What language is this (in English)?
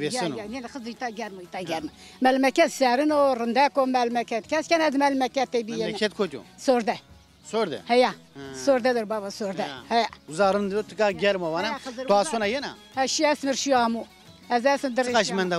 Zaza